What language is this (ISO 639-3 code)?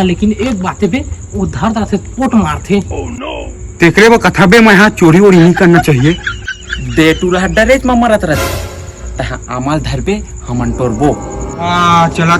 hne